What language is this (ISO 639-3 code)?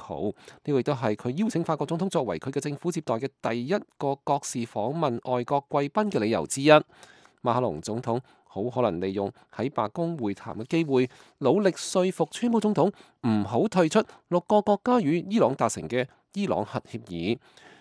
yue